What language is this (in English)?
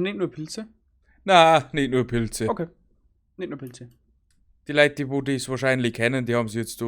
Bavarian